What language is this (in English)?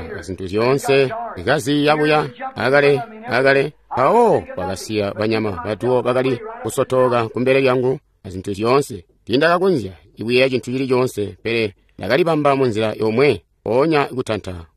Tonga (Zambia)